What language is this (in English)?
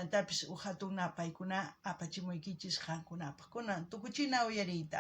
South Bolivian Quechua